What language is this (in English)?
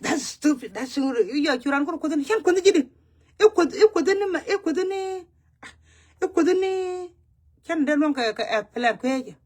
Nuer